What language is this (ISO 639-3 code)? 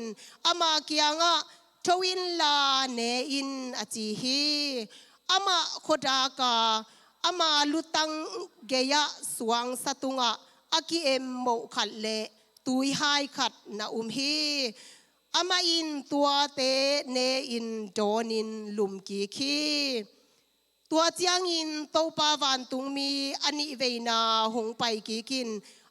ctd